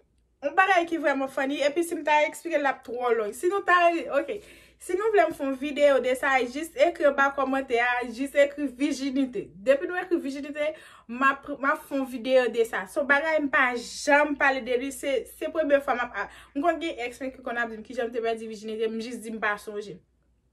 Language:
Haitian Creole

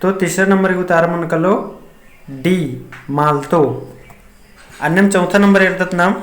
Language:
Kurukh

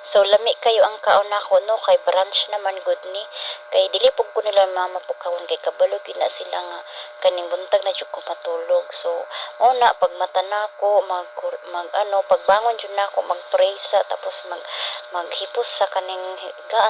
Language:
Cebuano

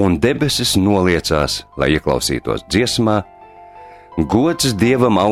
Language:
Latvian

